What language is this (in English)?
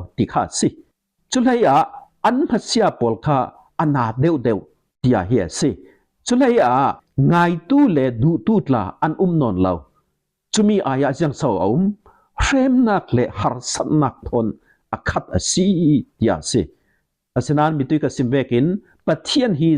Falam Chin